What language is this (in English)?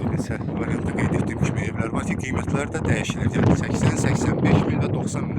Azerbaijani